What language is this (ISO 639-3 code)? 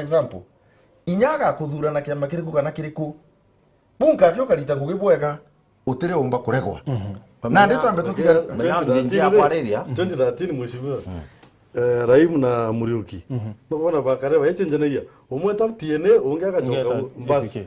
mer